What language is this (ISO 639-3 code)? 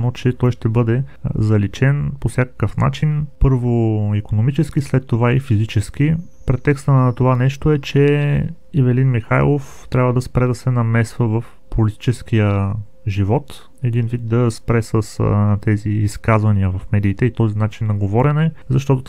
bul